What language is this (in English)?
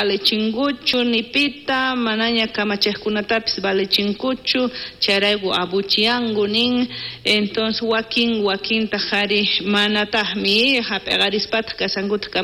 South Bolivian Quechua